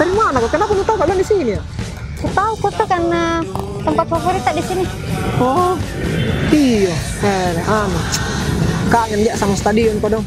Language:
Makassar Malay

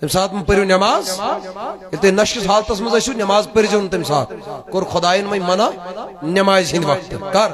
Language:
Kashmiri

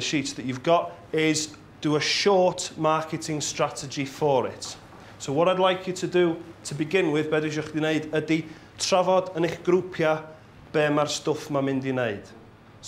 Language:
Welsh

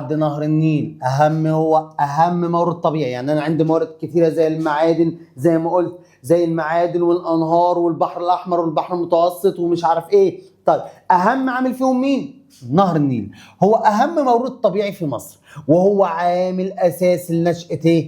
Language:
Egyptian Arabic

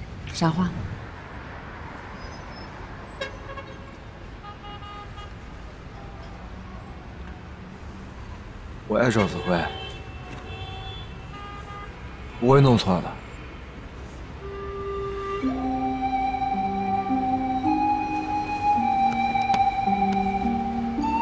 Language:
Chinese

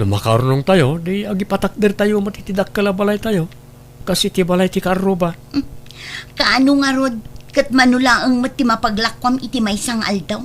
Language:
Iloko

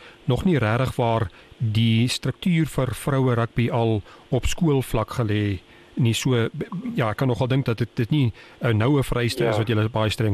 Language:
Afrikaans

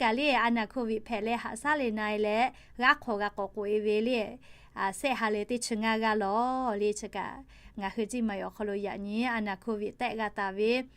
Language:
Lahu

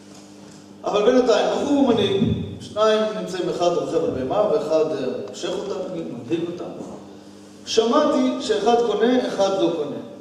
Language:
Hebrew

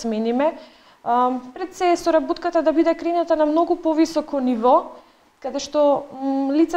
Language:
Macedonian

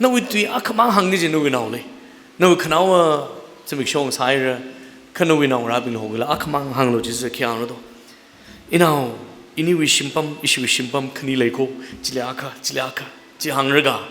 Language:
Tangkhul Naga (India)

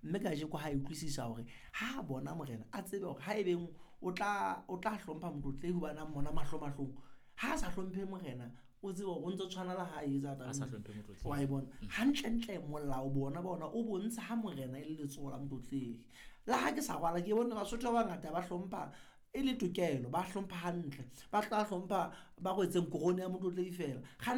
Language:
Southern Sotho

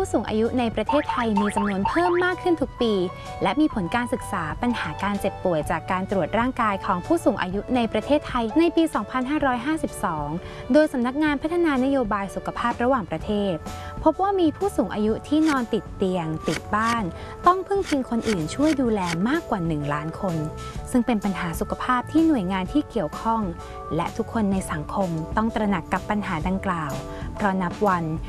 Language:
Thai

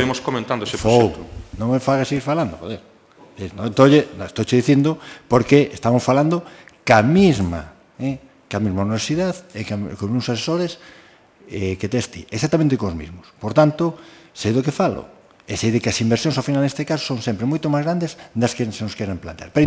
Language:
Galician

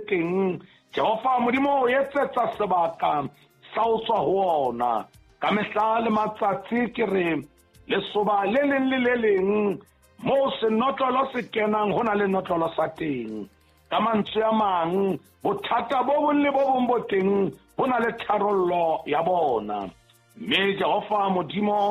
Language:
Southern Sotho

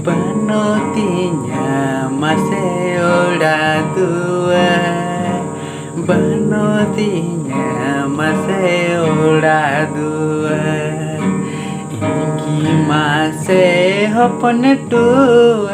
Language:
Santali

